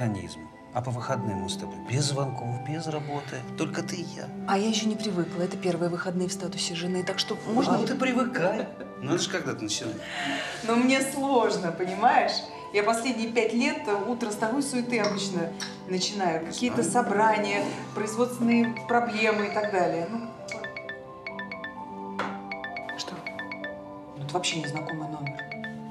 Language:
Russian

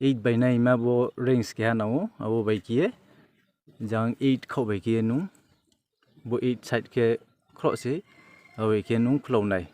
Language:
Riang (India)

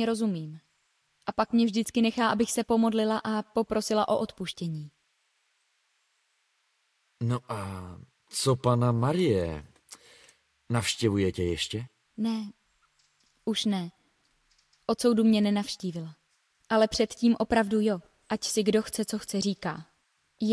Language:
Czech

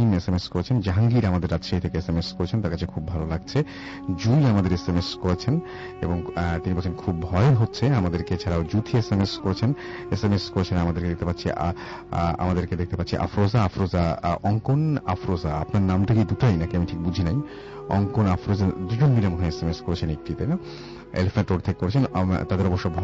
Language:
Bangla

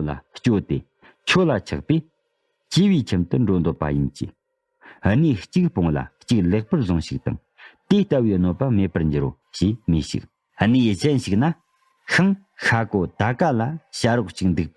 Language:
Tibetan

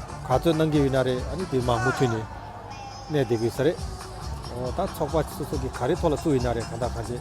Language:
Tibetan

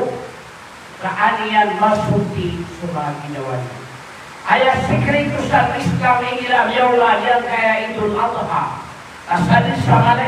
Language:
Maranao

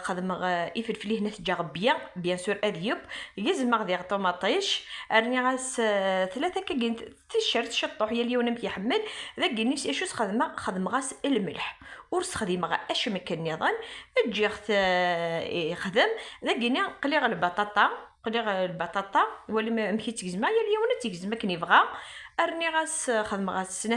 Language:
Kabyle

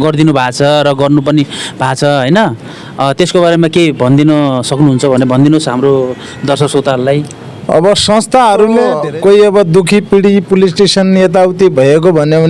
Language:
Nepali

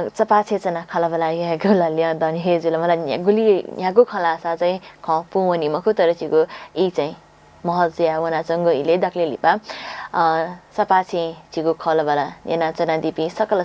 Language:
Newari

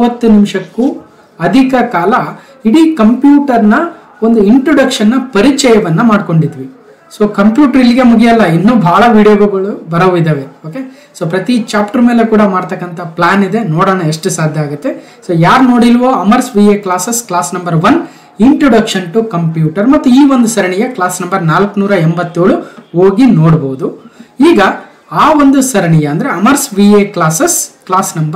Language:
Kannada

